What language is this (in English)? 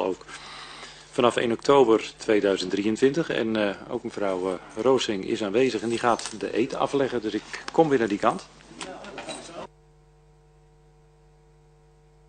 Dutch